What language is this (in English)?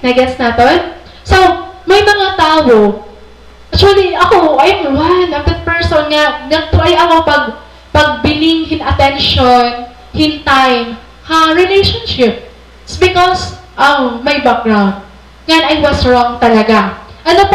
Waray